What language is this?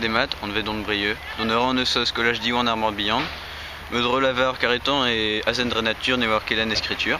Breton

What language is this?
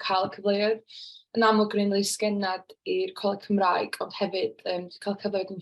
Welsh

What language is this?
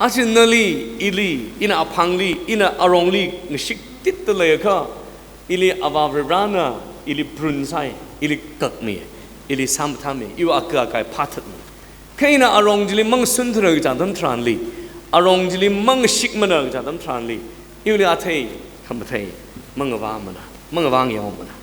Tangkhul Naga (India)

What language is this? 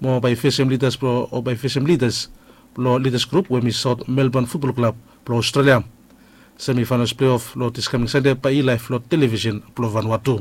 Bislama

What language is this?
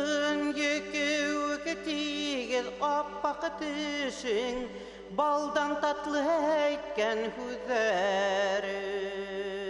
Bashkir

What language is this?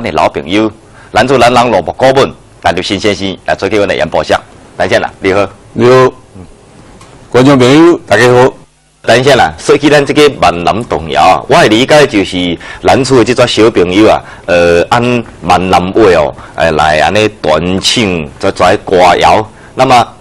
Min Nan Chinese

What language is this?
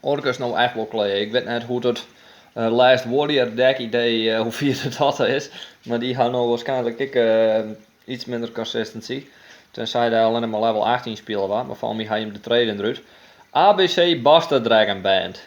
Western Frisian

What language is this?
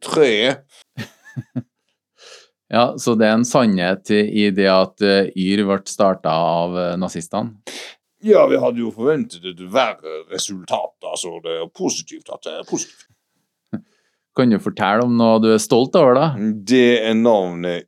Norwegian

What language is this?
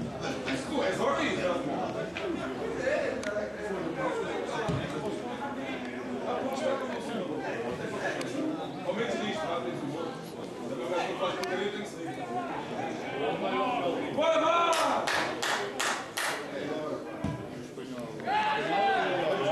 Portuguese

